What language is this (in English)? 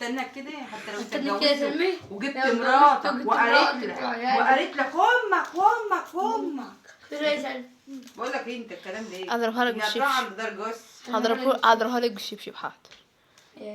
Egyptian Arabic